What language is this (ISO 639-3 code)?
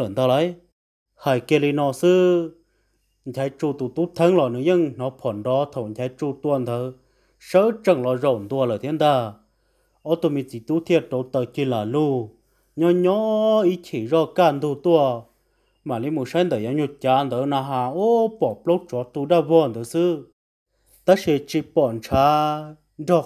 vie